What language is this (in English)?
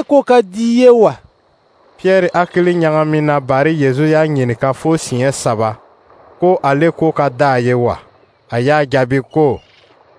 Dyula